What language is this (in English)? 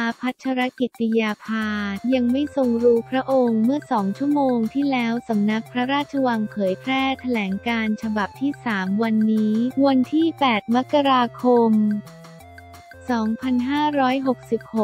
Thai